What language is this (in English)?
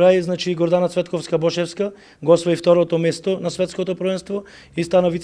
Macedonian